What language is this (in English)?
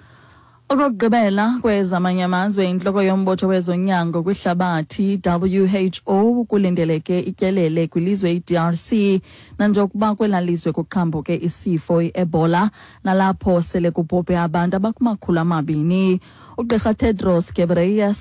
Xhosa